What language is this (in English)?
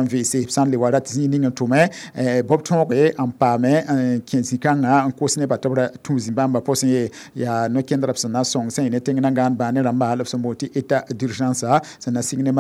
Mossi